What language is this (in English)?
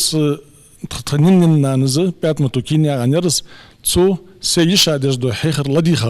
Ingush